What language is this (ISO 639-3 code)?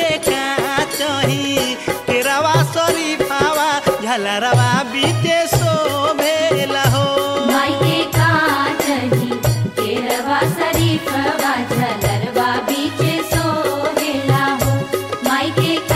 bho